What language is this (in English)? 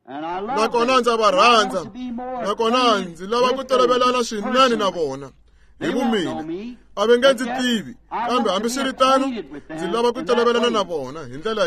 Tsonga